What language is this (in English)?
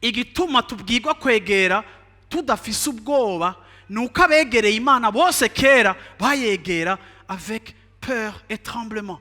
Rundi